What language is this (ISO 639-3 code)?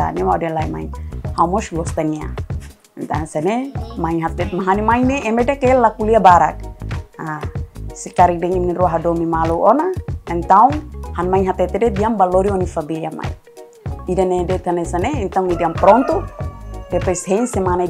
tet